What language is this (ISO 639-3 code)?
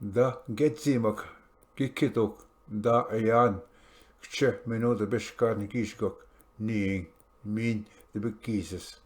oji